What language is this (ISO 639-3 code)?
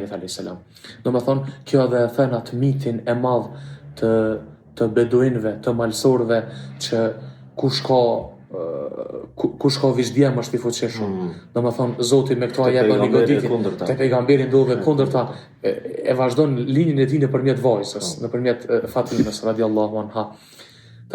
sqi